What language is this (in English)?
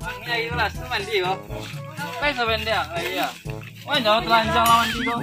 Minangkabau